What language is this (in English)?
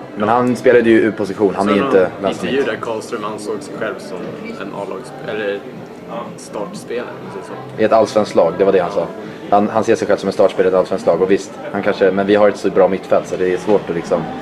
Swedish